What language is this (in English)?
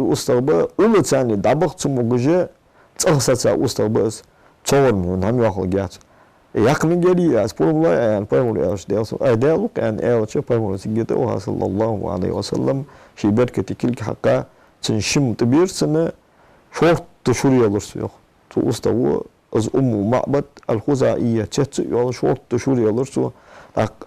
Ingush